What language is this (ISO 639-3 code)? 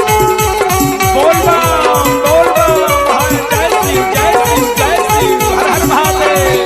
mag